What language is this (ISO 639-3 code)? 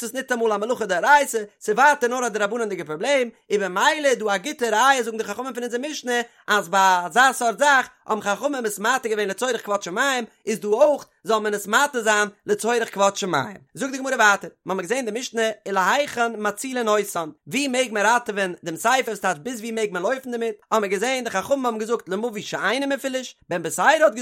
yid